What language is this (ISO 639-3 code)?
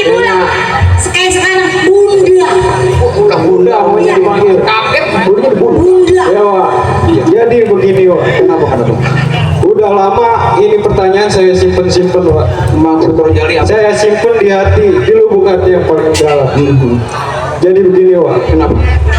bew